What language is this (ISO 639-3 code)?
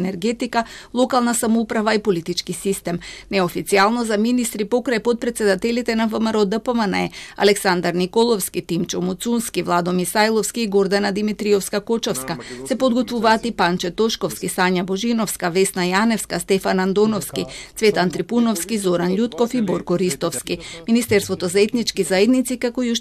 mkd